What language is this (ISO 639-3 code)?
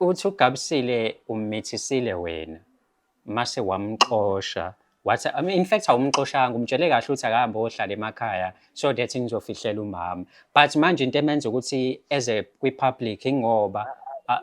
zul